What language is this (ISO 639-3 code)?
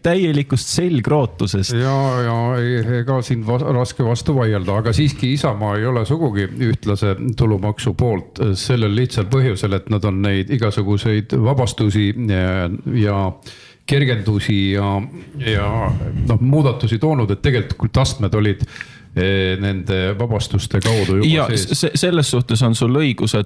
est